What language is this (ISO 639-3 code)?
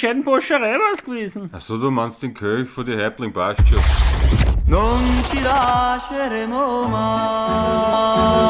bar